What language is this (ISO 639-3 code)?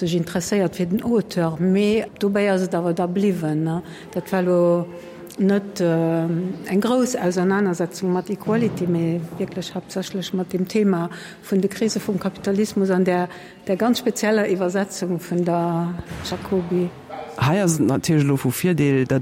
ltz